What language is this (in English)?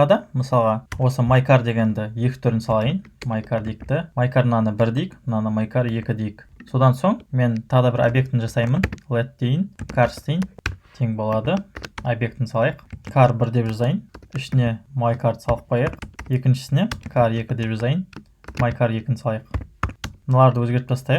Kazakh